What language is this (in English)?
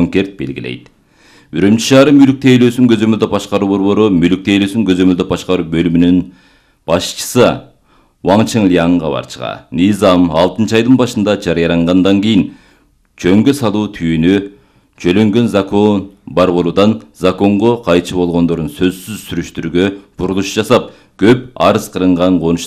Kyrgyz